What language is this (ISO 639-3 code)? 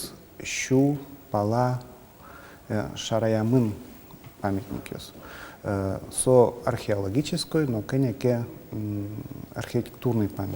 udm